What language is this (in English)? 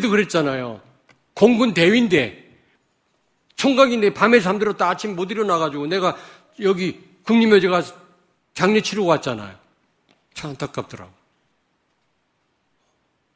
Korean